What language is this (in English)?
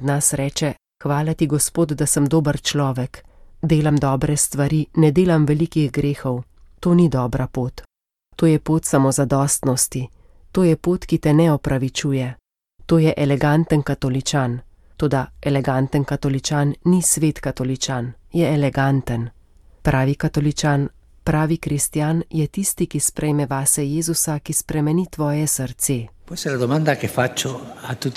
Slovenian